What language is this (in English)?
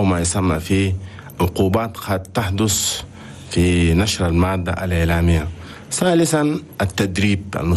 Chadian Arabic